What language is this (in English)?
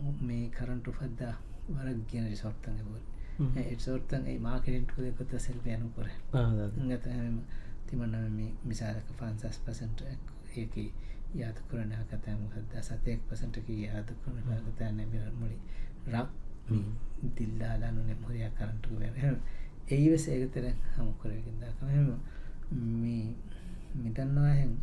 Divehi